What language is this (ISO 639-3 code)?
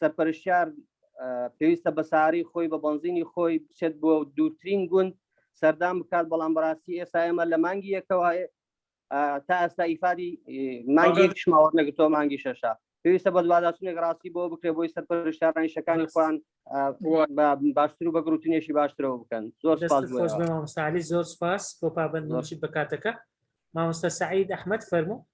ckb